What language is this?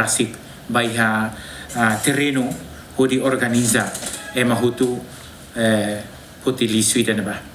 Tetum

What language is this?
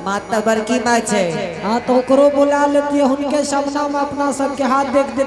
Angika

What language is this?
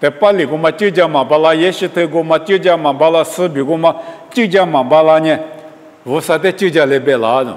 Lisu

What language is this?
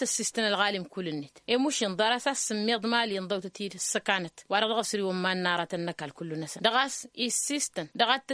Tamasheq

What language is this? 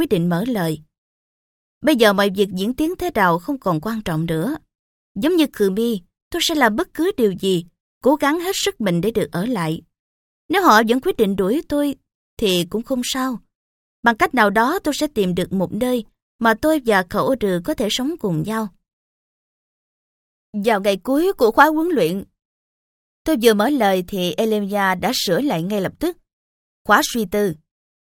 Vietnamese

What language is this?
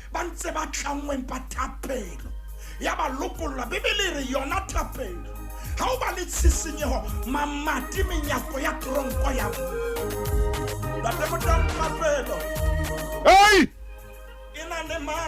Southern Sotho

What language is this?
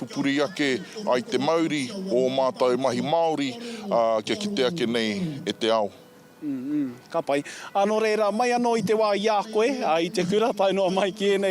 Māori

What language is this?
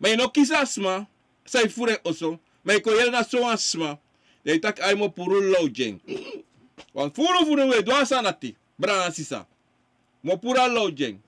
Sranan Tongo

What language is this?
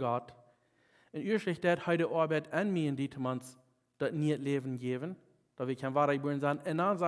Plautdietsch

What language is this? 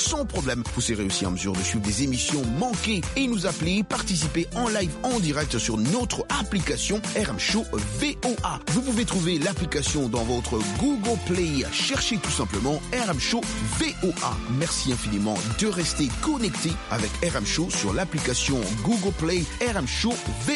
French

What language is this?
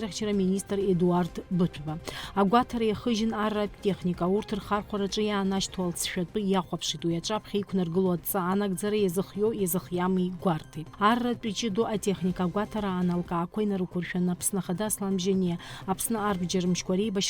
Abkhazian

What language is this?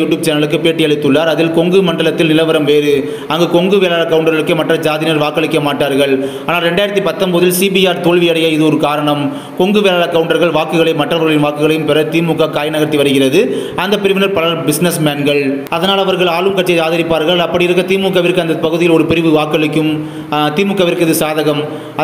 Tamil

